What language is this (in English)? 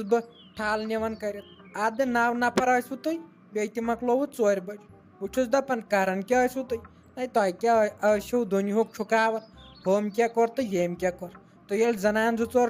Kashmiri